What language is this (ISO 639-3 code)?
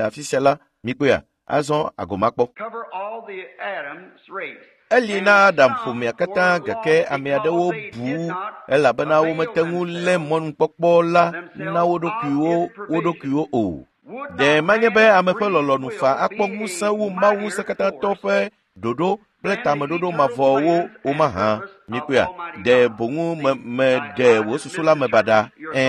ewe